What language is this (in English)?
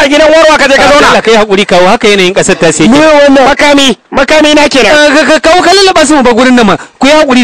Hausa